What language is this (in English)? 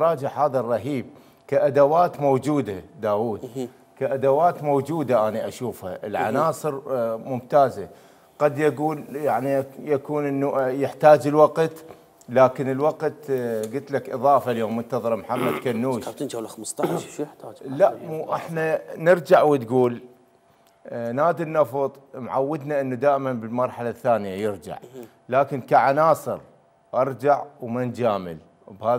Mesopotamian Arabic